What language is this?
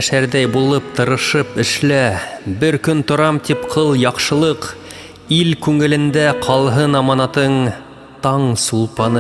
Bashkir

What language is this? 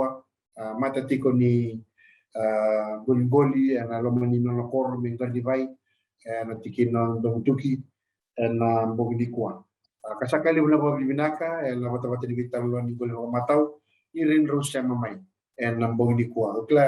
Fijian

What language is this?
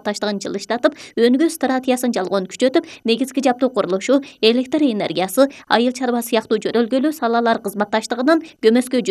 Kyrgyz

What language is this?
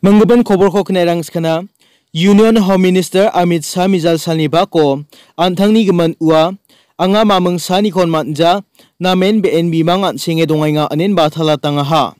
Garo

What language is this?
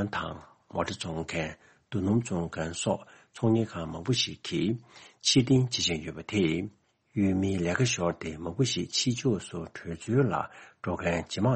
Tibetan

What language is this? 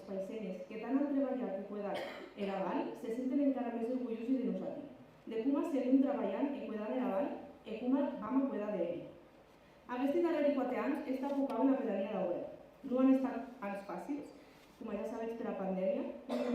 Occitan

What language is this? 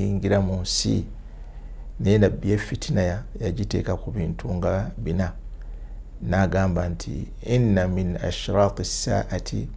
Ganda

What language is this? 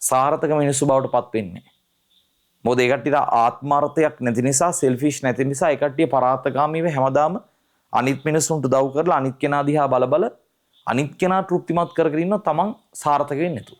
Sinhala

